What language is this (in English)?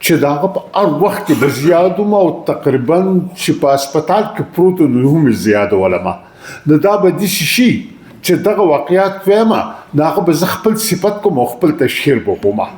Pashto